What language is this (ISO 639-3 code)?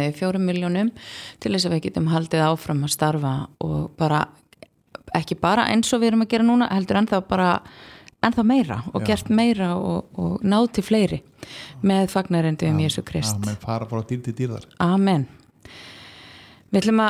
isl